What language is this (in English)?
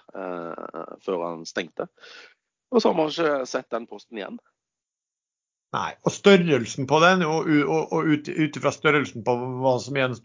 Norwegian